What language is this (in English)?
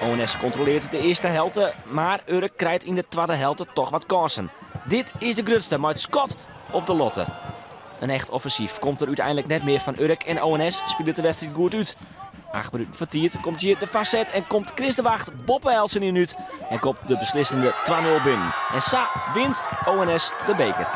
Western Frisian